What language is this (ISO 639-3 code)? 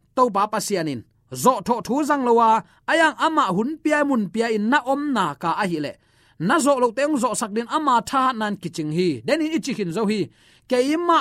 ctd